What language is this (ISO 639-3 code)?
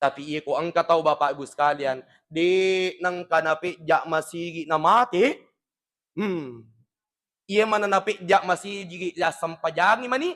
bug